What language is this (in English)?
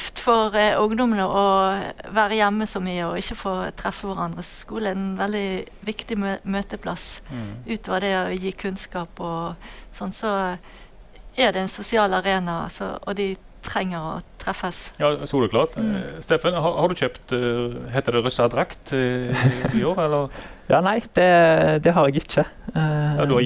Norwegian